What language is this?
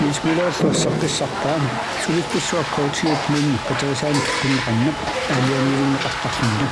Kalaallisut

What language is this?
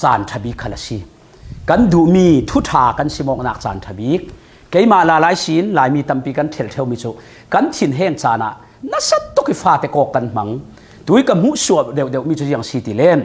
Falam Chin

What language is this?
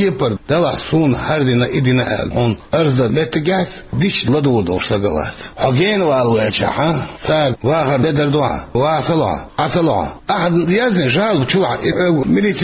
Chechen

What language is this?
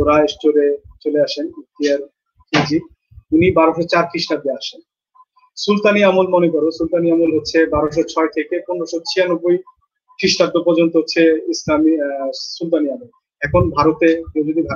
Bangla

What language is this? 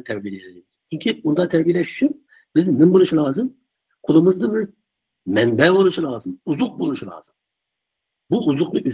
Uyghur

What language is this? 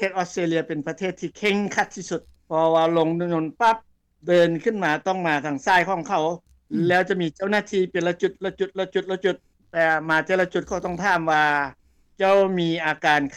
Lao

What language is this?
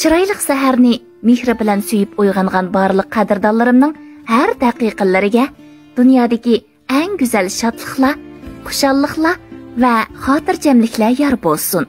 Uyghur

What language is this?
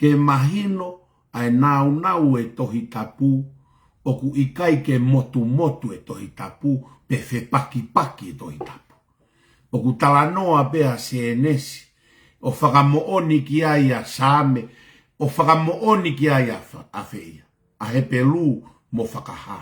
Tongan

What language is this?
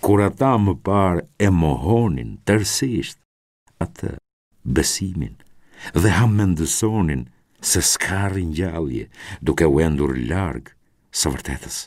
Albanian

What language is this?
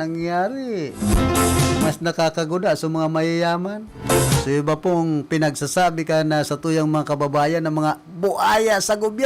Bikol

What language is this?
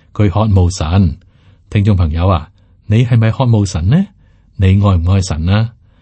Cantonese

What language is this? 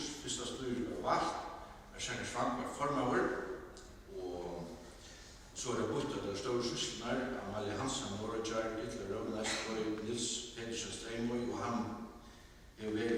Faroese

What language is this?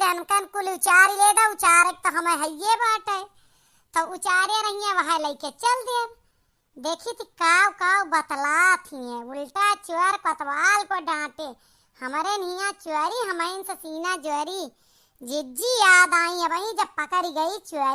Awadhi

